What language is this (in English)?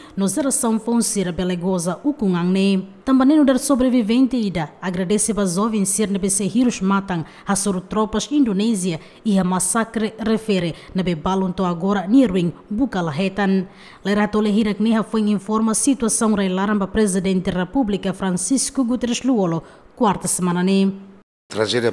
Tetum